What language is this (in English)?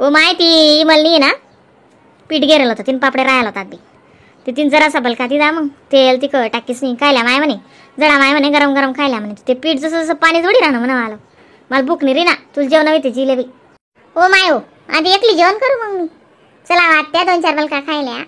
Khandesi